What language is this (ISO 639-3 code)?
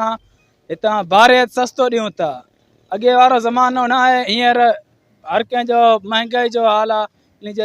snd